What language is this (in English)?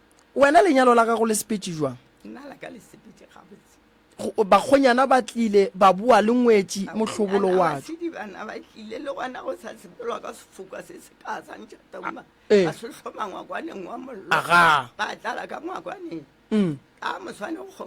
Northern Sotho